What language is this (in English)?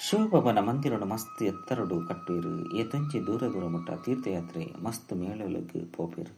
Tulu